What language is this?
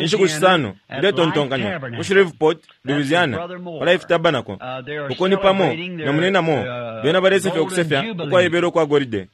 Bemba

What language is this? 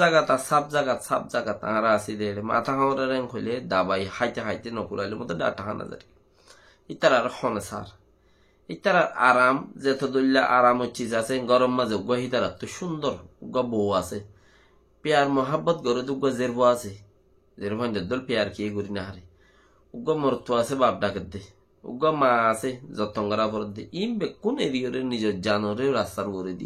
Rohingya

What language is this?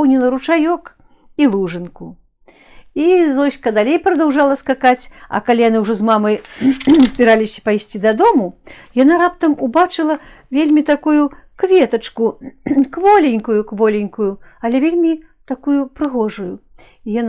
Belarusian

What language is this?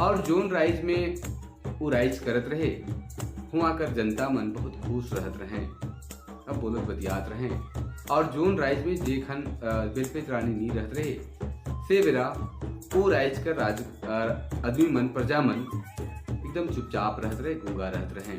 Sadri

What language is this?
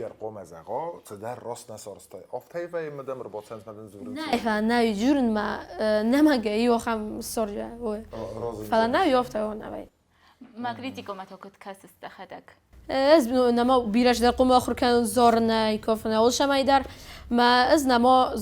Ossetic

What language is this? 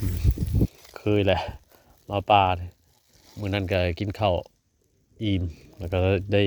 Northeastern Thai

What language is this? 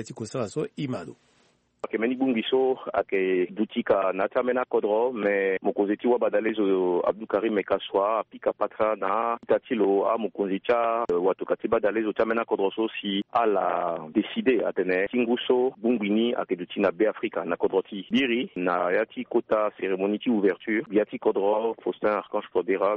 Sango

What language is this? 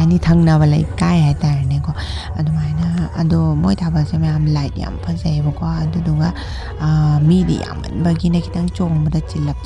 Manipuri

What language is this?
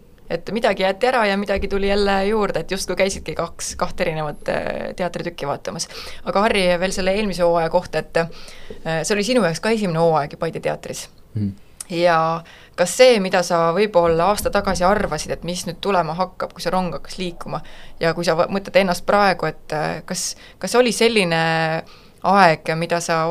Estonian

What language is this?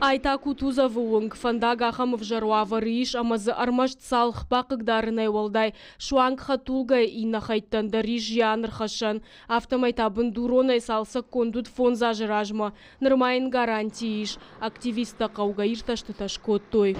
Ossetic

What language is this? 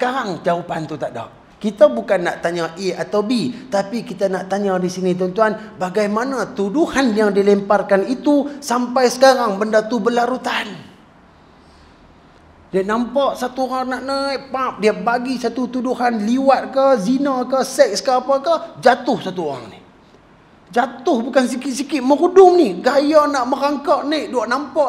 Malay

